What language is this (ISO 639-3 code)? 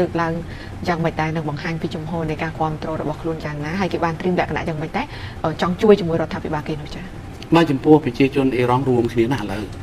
khm